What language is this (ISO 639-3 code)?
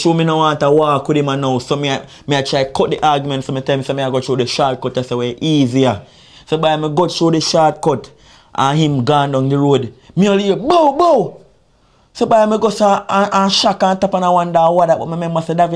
jam